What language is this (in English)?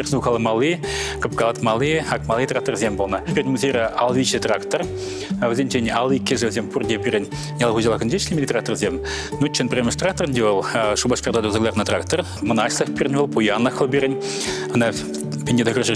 Chuvash